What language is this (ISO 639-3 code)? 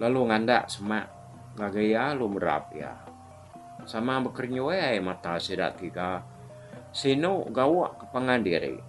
iba